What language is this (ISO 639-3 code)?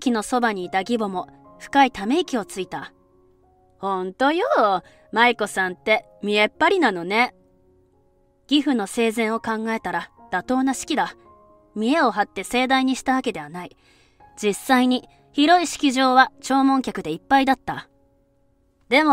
jpn